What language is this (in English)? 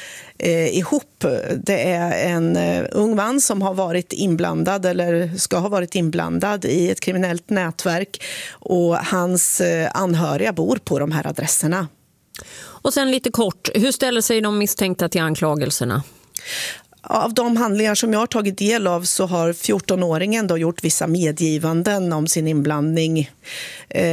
Swedish